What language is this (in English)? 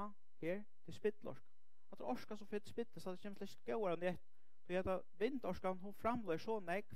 Faroese